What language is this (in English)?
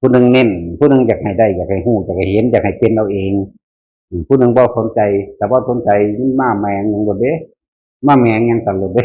Northeastern Thai